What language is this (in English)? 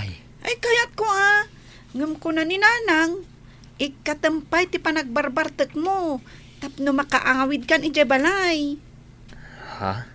Iloko